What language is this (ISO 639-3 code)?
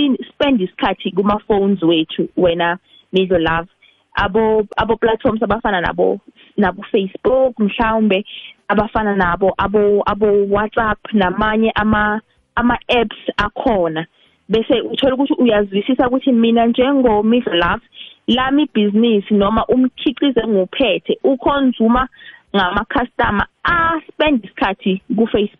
nbl